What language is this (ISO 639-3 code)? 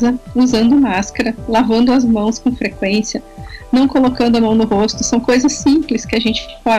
por